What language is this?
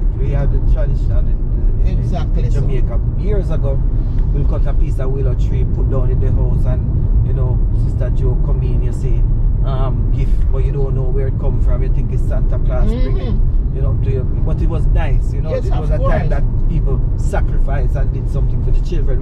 Jamaican Creole English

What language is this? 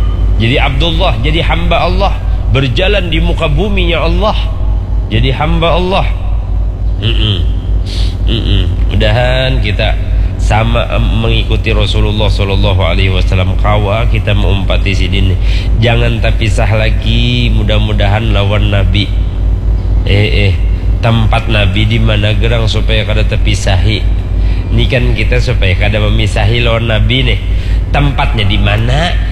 Banjar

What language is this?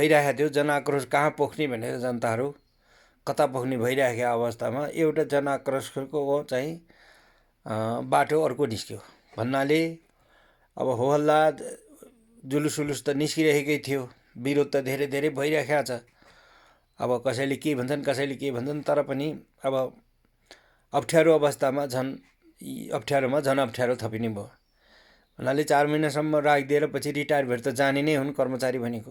Nepali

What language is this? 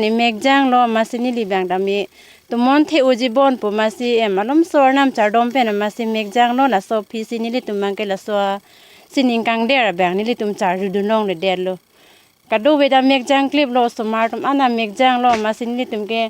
Karbi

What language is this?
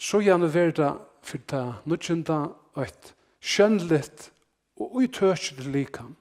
Faroese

